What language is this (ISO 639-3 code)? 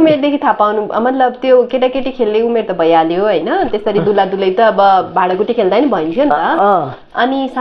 nep